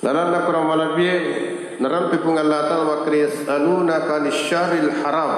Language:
Buginese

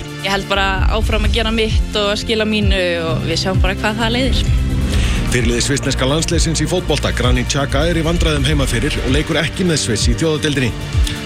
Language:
Icelandic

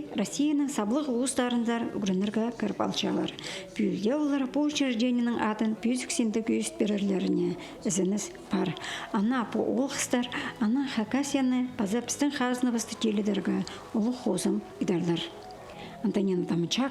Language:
Khakas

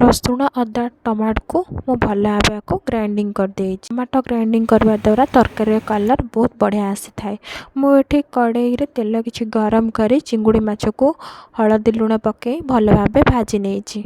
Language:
Odia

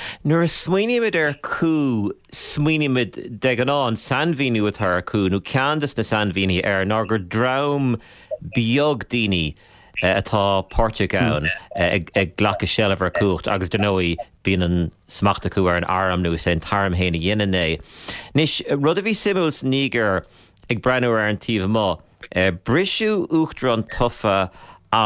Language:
Irish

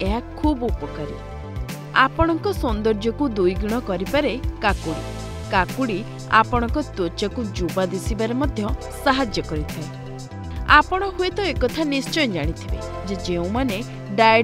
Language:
Odia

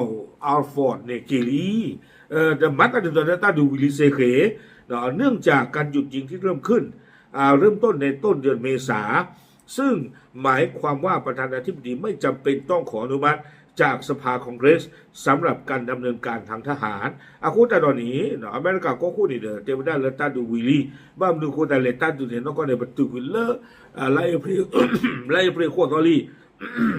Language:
S'gaw Karen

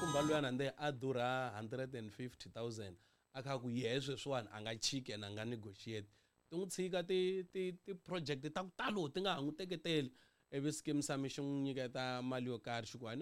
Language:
Tsonga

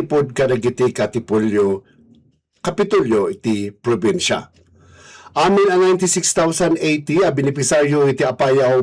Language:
Iloko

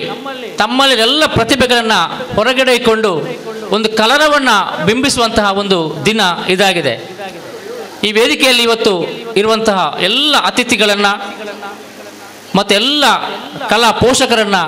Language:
Kannada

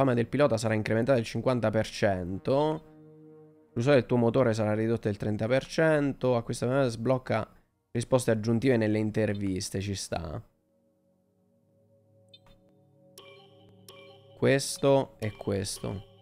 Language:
Italian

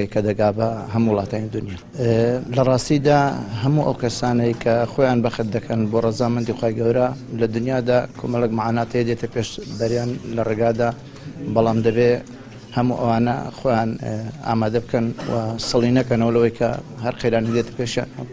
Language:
Central Kurdish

